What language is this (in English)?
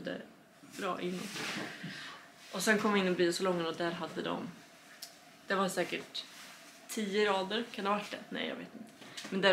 Swedish